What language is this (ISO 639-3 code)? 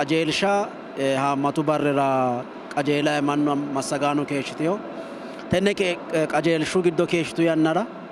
sid